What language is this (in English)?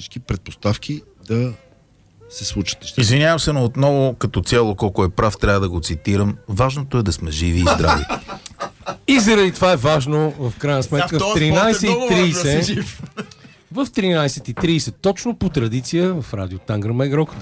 Bulgarian